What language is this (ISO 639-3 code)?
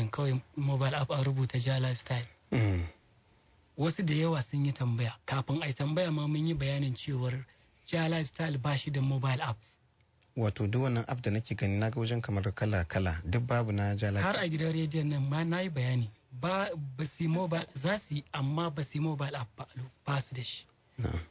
hau